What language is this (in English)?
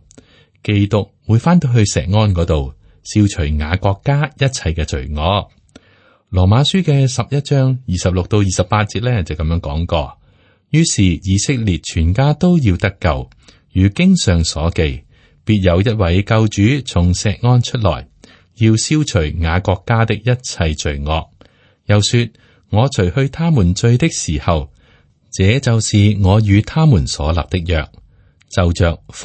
Cantonese